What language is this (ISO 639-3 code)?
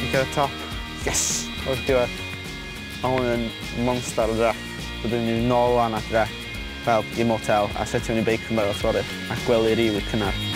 cym